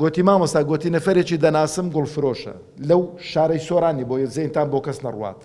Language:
Central Kurdish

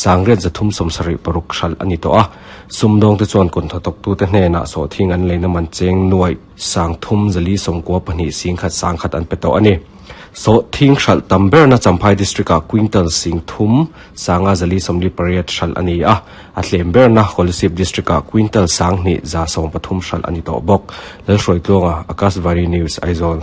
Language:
Mizo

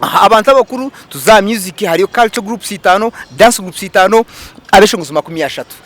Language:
Nyankole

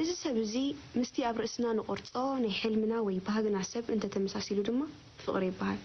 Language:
Tigrinya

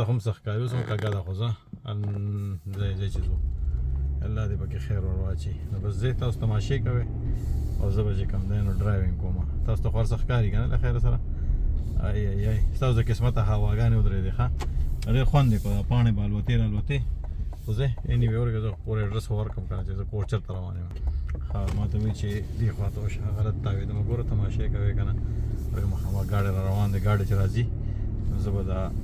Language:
Pashto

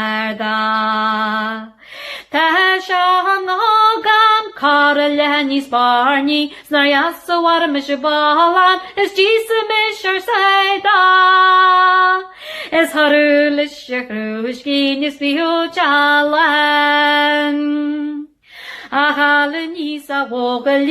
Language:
Irish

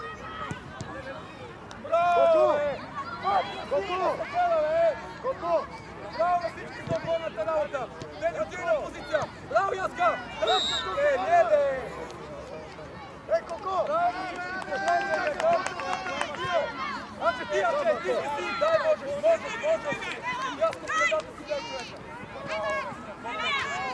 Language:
Bulgarian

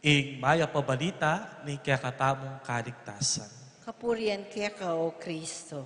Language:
Pampanga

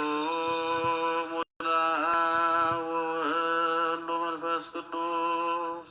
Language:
Geez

